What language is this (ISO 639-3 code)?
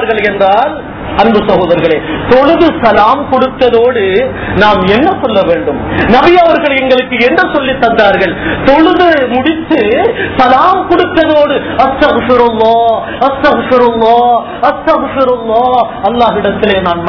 tam